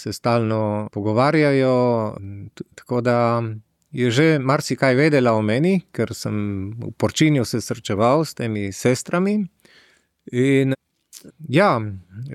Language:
Slovenian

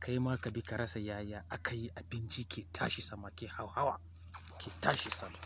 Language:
Hausa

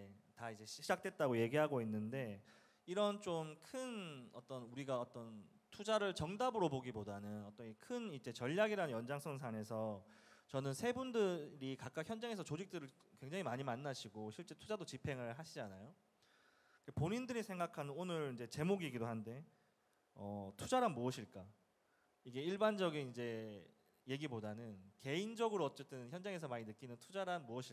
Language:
Korean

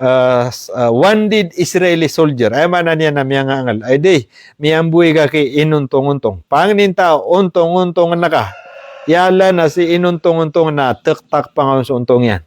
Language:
Maranao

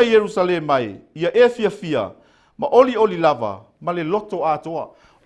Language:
Samoan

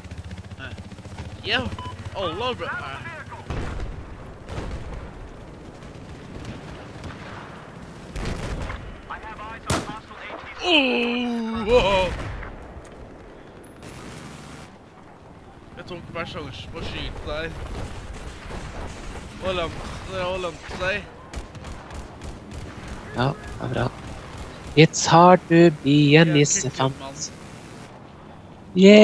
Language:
Norwegian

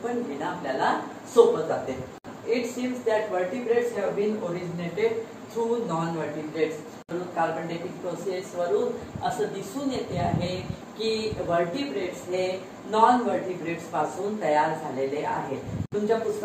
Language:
Marathi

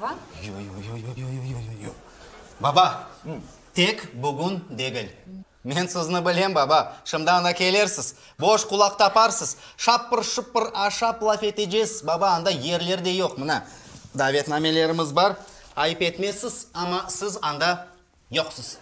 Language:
Crimean Tatar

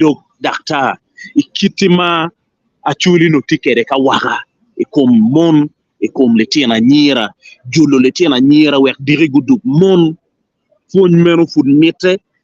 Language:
Acoli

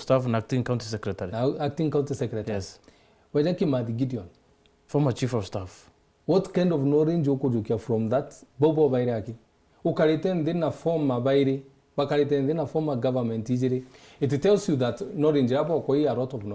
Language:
Meru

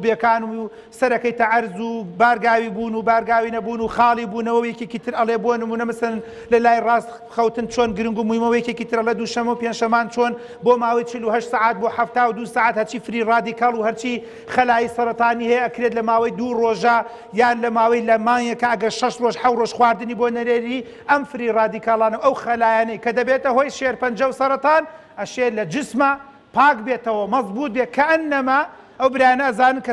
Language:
Central Kurdish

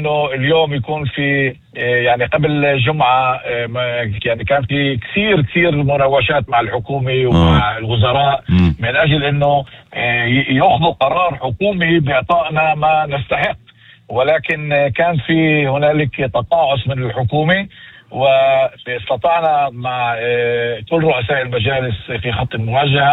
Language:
North Levantine Arabic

